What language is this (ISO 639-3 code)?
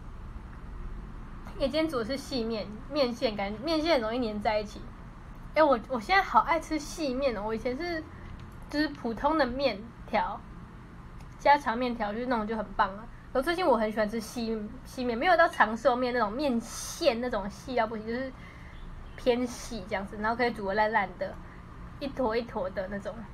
zho